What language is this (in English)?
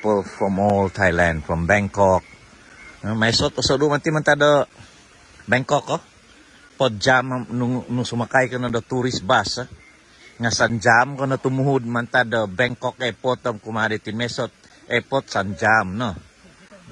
Central Dusun